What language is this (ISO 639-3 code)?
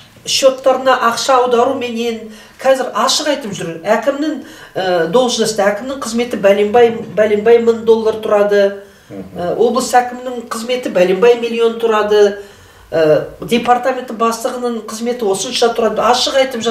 kaz